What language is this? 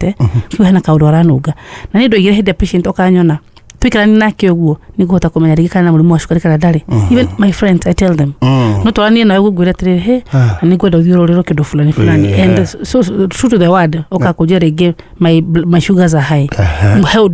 Kikuyu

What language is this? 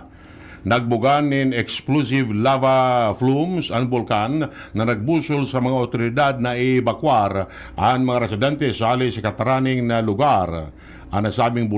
Bikol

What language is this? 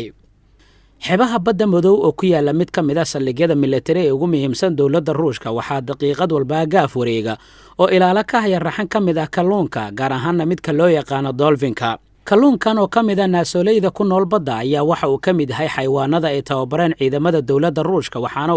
Somali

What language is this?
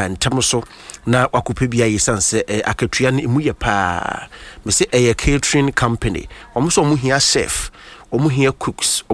Akan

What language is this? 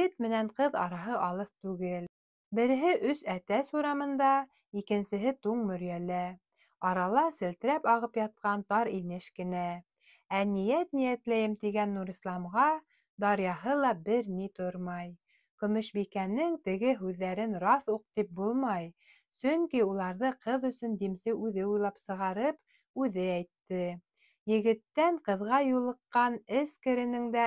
Bashkir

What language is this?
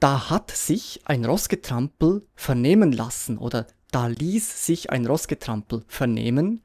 Swiss German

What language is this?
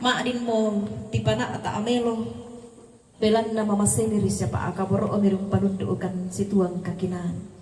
Toraja-Sa'dan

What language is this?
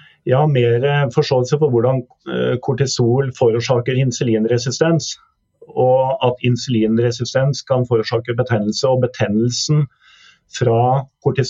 Norwegian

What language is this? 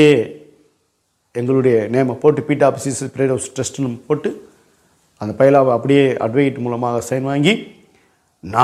Tamil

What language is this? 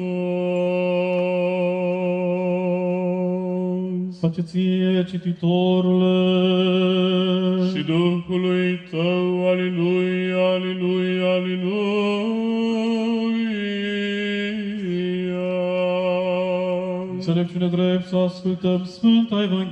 Romanian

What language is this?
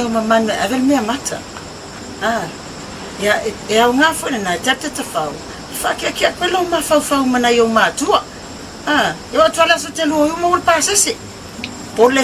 Samoan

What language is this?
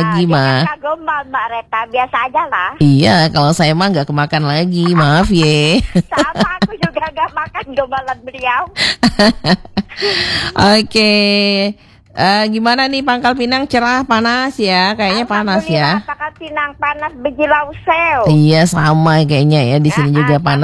Indonesian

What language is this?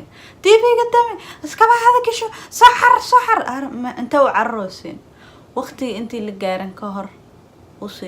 Somali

